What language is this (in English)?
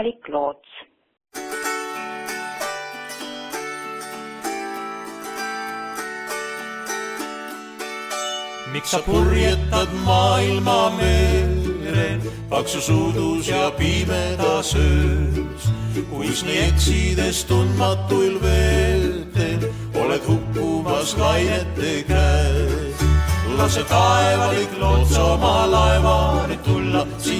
Estonian